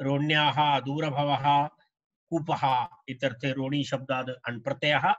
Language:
Sanskrit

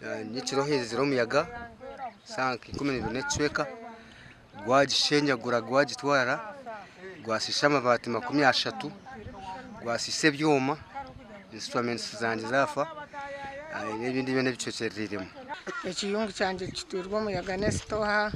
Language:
Nyankole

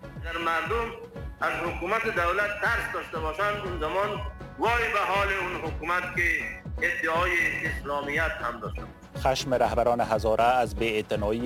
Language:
Persian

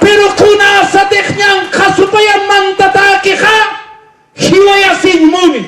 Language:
Aymara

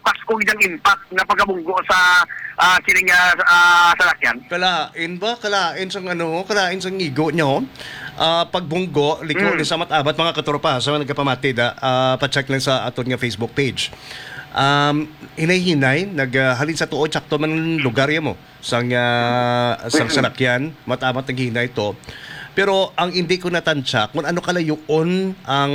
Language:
Hiligaynon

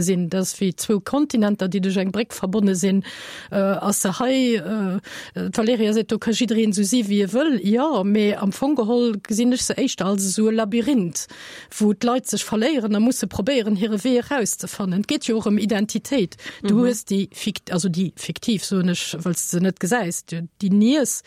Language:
Luxembourgish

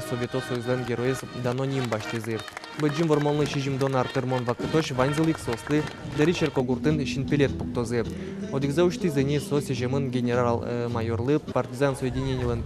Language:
Udmurt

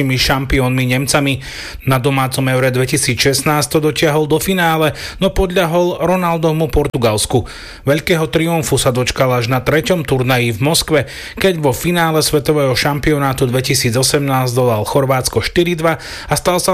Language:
Slovak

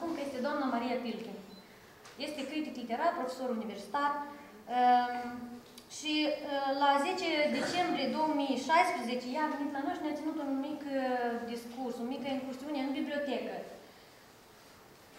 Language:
Romanian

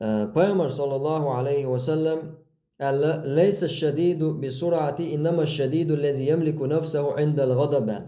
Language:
Chechen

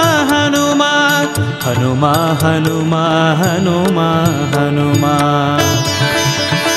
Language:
Kannada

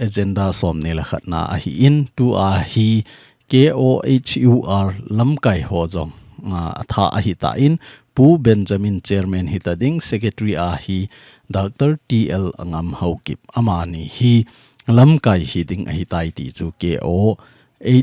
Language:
Thado Chin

